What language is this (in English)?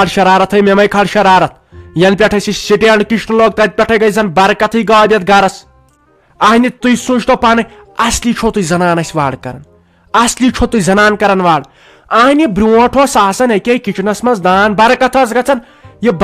Kashmiri